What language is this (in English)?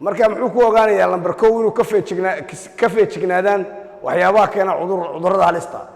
Somali